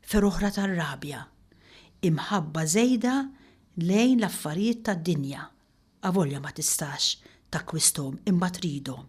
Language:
Maltese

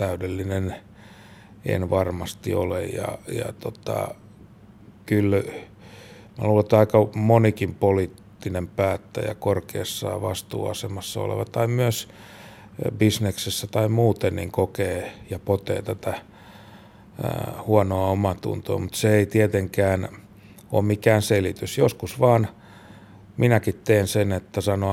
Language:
Finnish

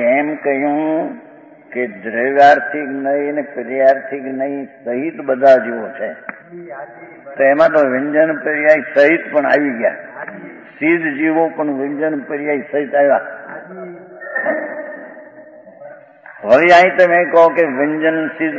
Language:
Gujarati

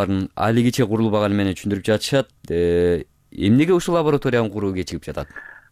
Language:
Kyrgyz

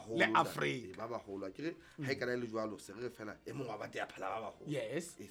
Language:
Southern Sotho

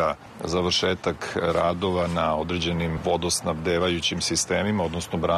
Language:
Serbian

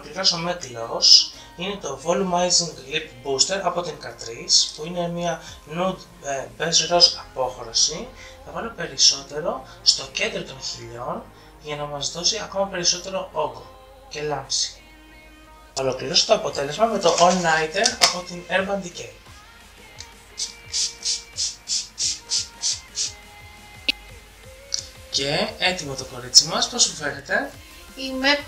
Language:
Greek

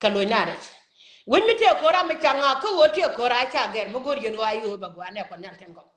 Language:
Nuer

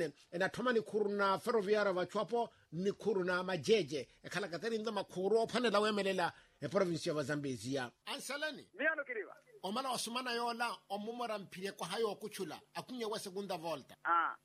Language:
Makhuwa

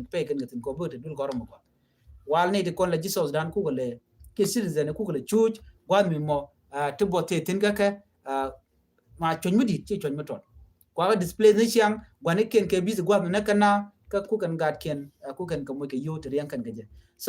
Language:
Nuer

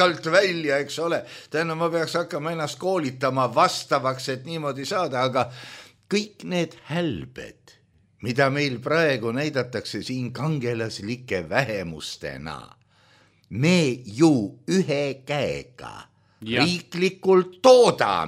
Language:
Estonian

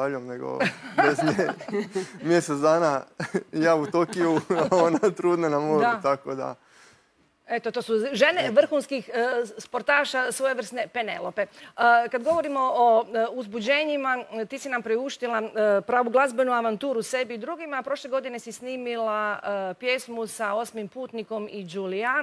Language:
Croatian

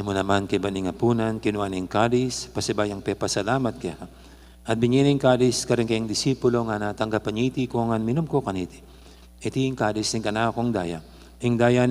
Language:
Pampanga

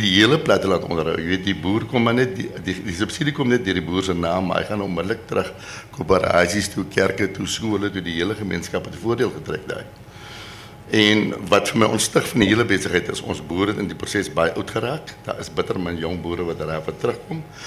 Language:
Afrikaans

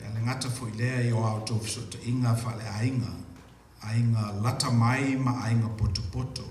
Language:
Samoan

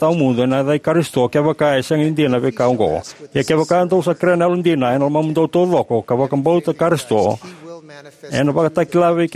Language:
Fijian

